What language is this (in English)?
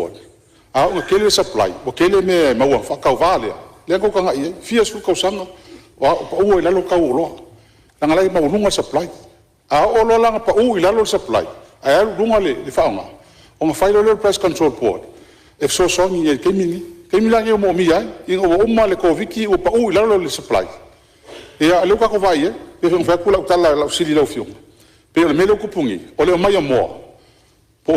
Samoan